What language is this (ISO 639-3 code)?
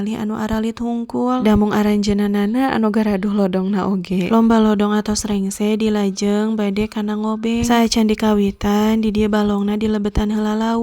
sun